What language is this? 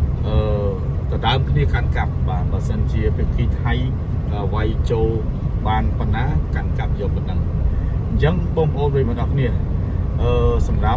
Khmer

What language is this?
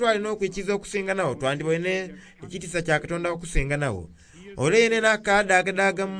Soga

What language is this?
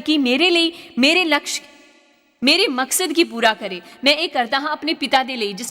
Dogri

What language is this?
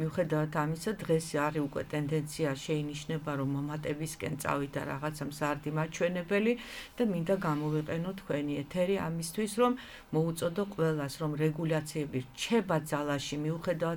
Georgian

